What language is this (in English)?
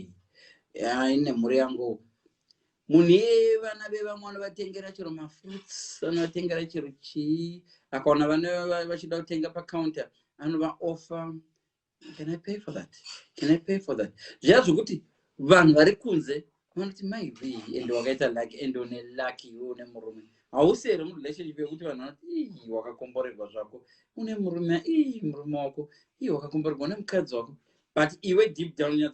Shona